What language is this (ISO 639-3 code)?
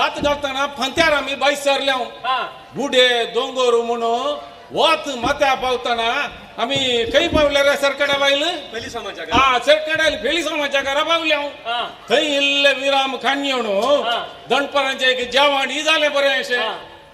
kok